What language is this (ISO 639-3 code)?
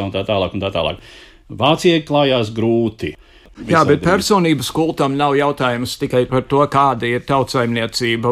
lav